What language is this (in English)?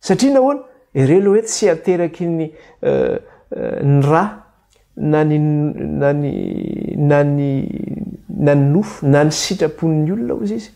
Malagasy